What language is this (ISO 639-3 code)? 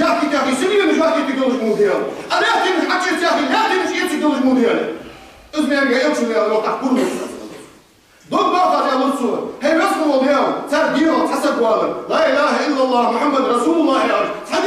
inh